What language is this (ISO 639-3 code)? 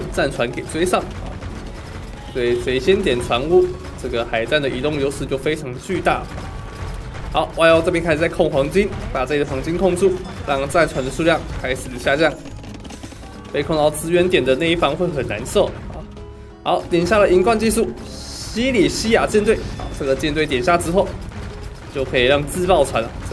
zho